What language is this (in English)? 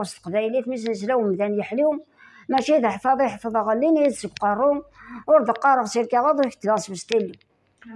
Kabyle